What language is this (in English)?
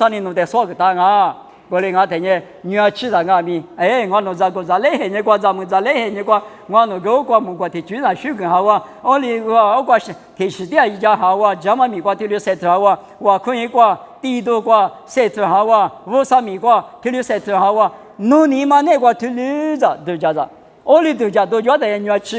Lisu